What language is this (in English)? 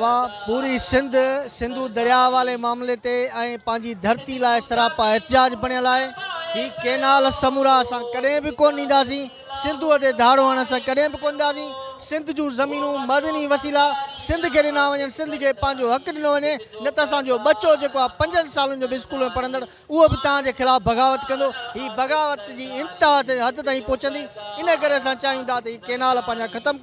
Sindhi